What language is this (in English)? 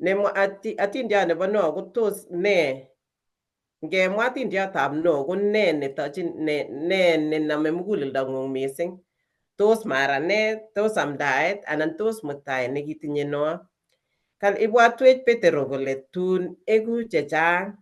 Kalenjin